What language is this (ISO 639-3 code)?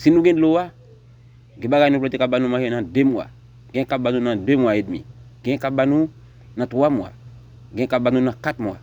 hat